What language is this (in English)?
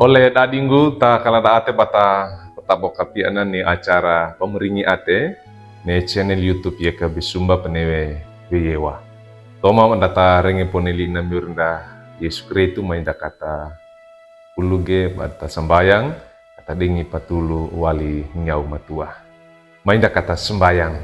Wejewa